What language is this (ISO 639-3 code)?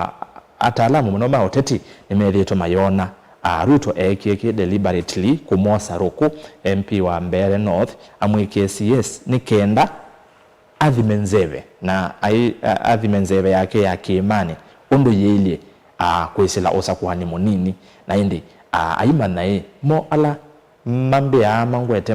kam